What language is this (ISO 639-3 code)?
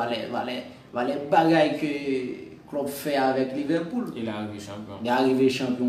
hat